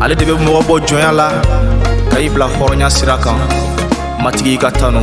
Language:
Bambara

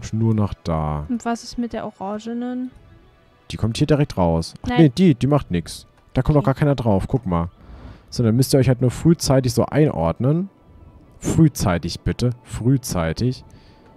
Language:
German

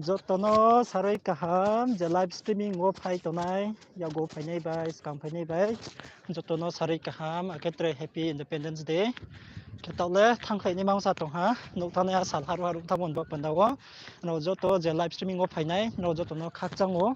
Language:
Riang (India)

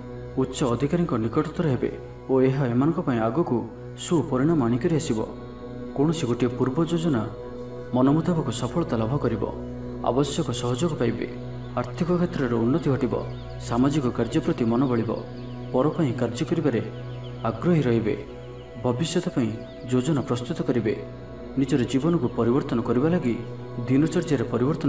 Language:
Odia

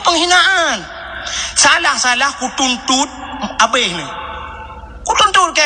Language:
Achinese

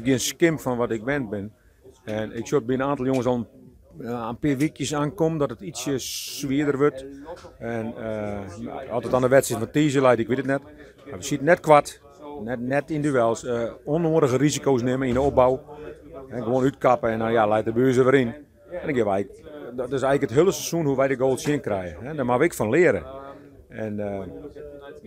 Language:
Western Frisian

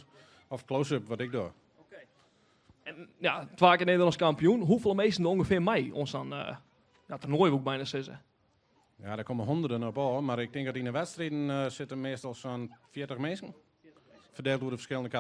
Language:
Western Frisian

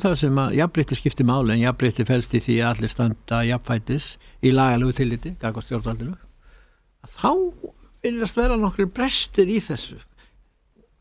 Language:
Icelandic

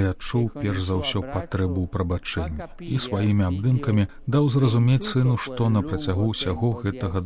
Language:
Belarusian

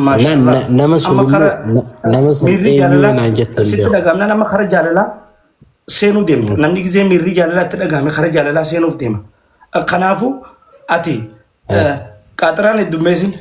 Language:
Oromo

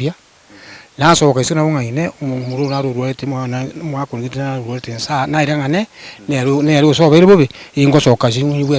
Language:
Gusii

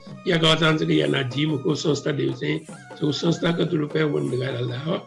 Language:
Newari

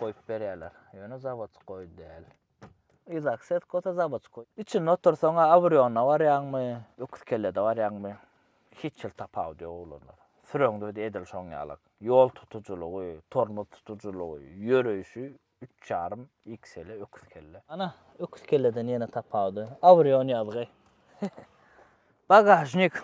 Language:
Turkmen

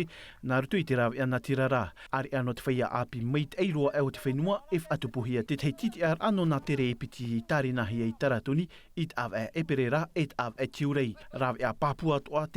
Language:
Tahitian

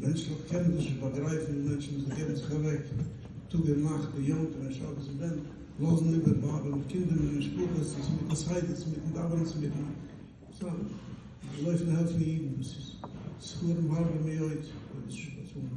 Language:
Yiddish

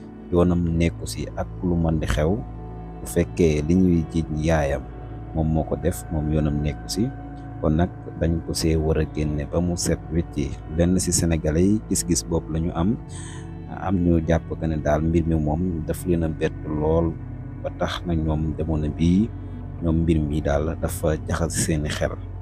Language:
Wolof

